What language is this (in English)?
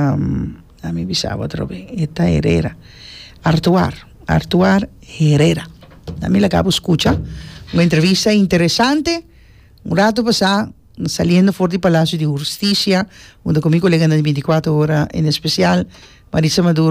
Papiamento